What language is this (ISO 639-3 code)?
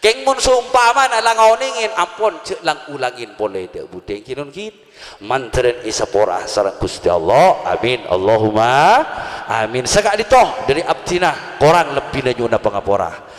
mad